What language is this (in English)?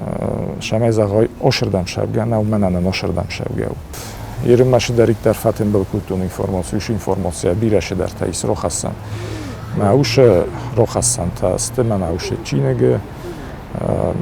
Ossetic